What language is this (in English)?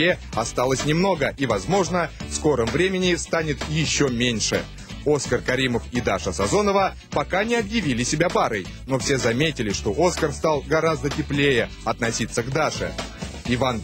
Russian